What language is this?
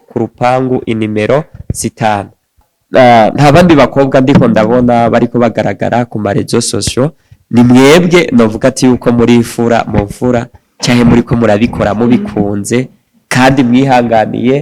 Rundi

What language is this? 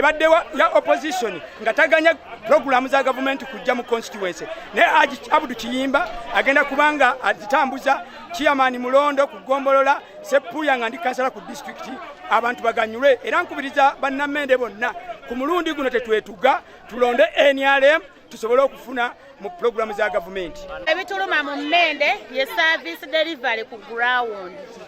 Ganda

